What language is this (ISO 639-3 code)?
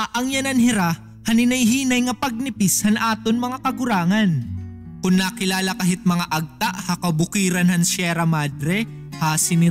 war